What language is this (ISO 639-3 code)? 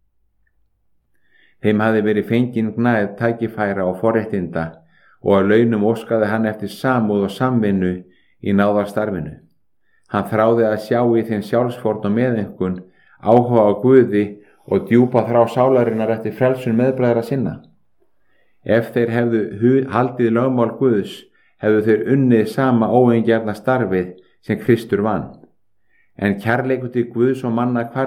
isl